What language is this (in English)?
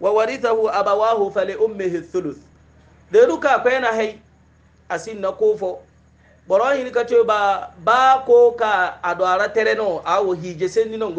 Hausa